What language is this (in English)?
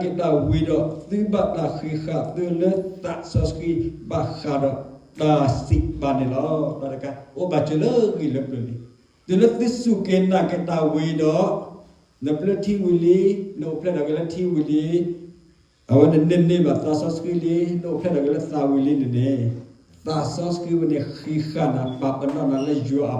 S'gaw Karen